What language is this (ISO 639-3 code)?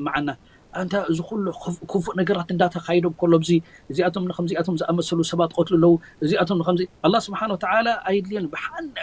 tir